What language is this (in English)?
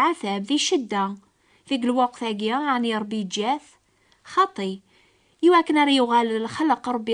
Kabyle